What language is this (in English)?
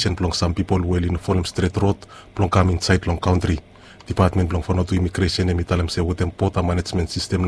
Bislama